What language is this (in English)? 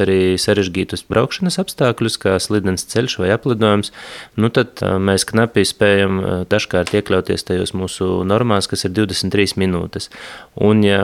Latvian